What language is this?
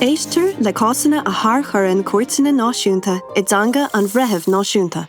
Irish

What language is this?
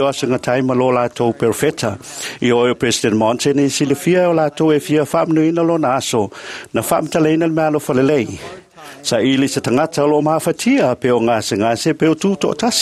Samoan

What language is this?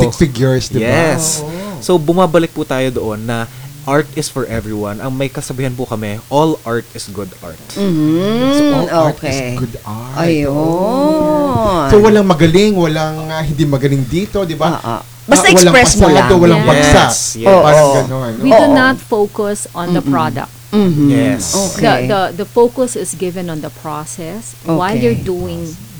Filipino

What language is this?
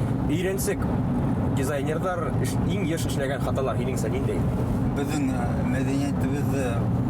Bashkir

